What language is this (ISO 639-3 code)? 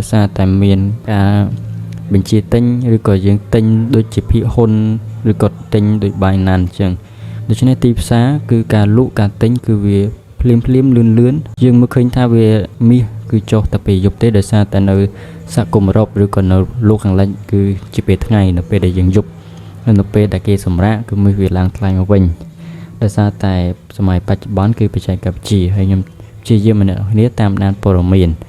khm